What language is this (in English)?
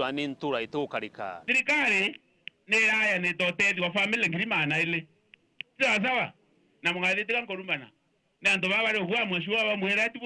Meru